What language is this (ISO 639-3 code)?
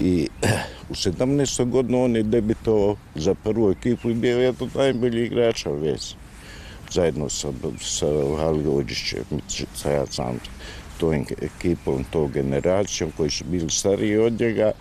bos